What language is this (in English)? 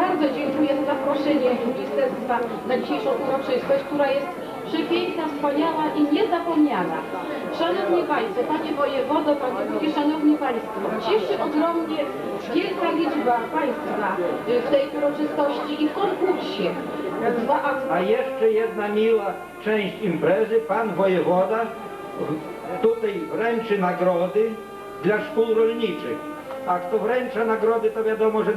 Polish